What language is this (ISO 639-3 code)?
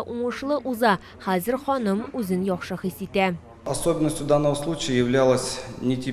tat